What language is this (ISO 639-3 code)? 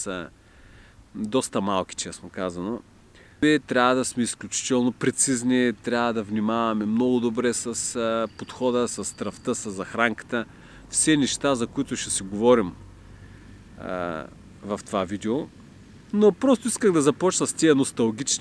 bul